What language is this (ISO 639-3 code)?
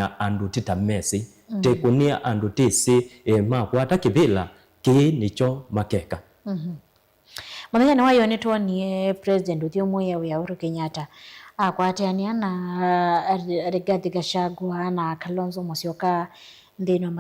kam